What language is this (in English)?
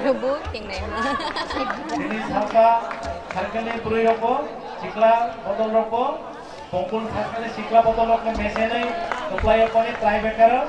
Kok Borok